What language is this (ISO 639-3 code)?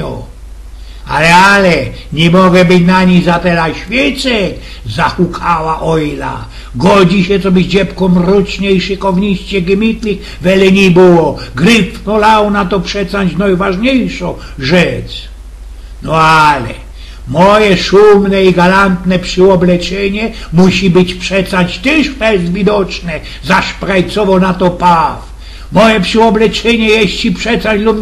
szl